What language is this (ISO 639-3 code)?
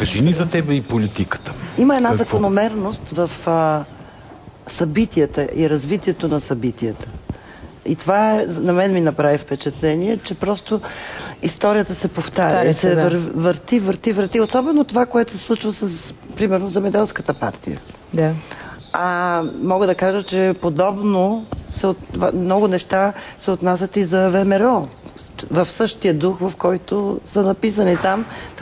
bul